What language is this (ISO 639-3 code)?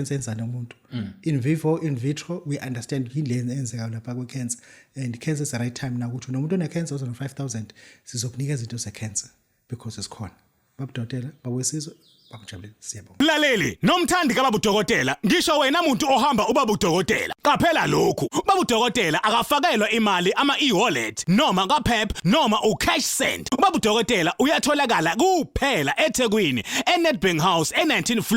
zul